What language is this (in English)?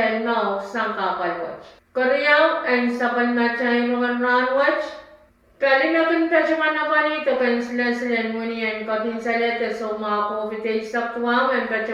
Pohnpeian